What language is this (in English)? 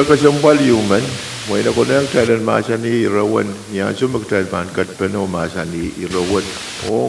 Pohnpeian